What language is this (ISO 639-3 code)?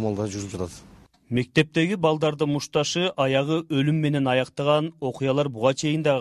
kir